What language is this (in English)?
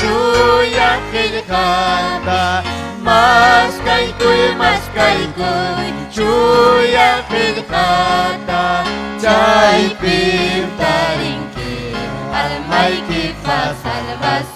Ayacucho Quechua